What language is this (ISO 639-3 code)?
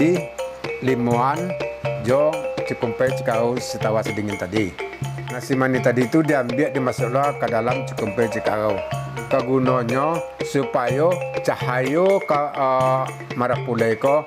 min